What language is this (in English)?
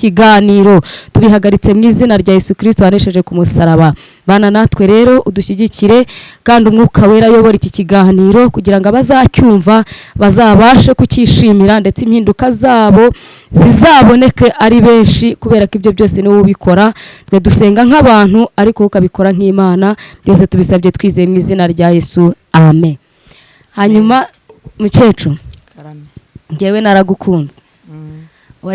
Kinyarwanda